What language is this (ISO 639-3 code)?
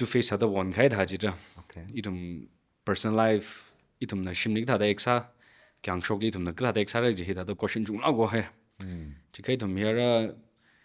nmf